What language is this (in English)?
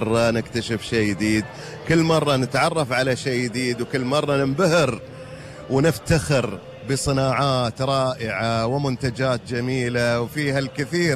Gulf Arabic